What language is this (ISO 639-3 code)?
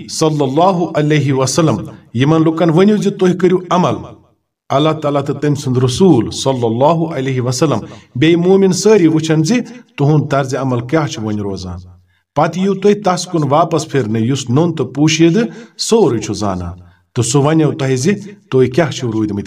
kas